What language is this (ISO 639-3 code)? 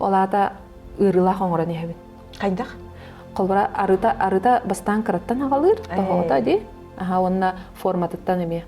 sah